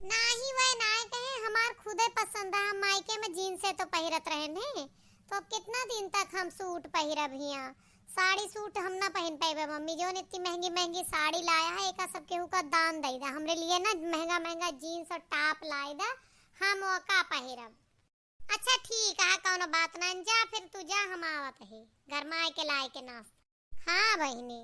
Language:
Awadhi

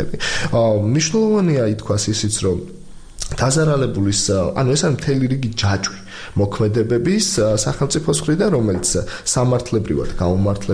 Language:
Georgian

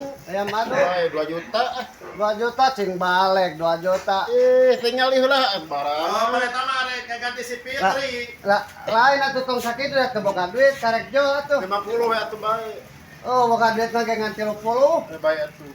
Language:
Sundanese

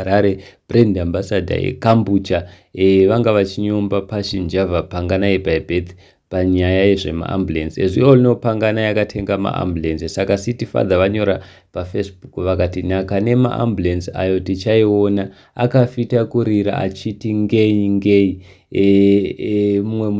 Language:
Shona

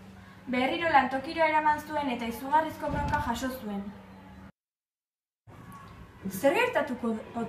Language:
Basque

